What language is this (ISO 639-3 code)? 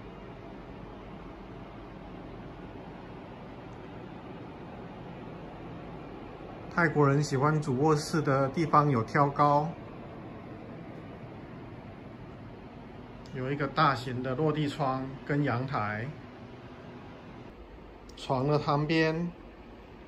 zho